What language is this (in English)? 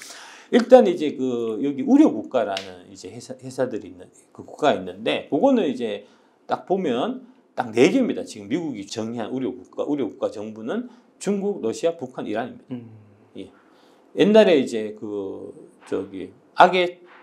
Korean